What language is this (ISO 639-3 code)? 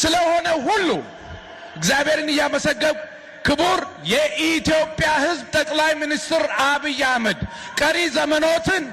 amh